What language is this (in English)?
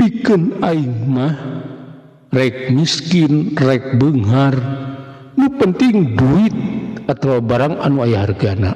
Sundanese